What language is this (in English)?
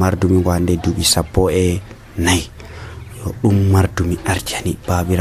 Nigerian Fulfulde